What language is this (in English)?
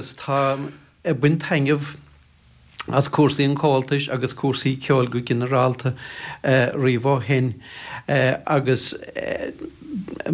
Irish